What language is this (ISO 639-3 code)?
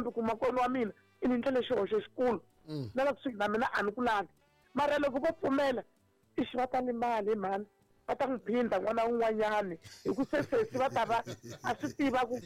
tso